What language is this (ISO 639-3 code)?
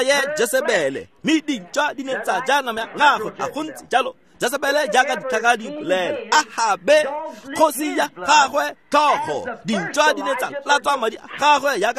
tsn